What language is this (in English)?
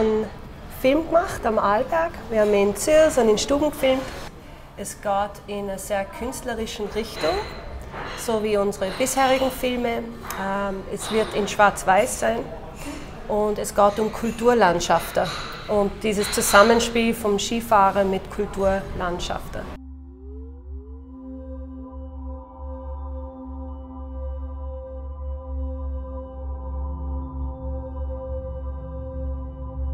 German